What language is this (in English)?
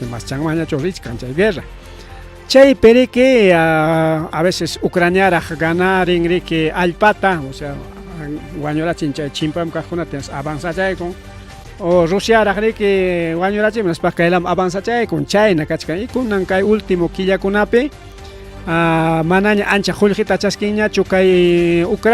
Ayacucho Quechua